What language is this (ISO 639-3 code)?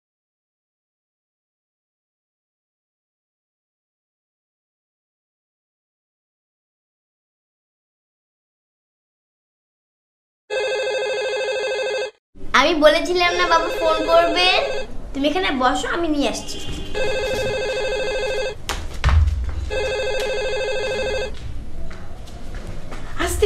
ben